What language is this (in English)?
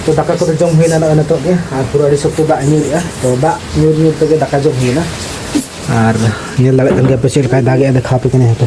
Santali